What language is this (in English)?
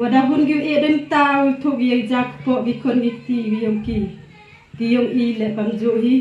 Khasi